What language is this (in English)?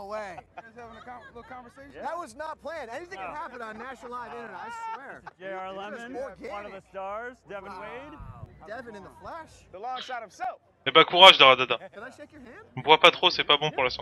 English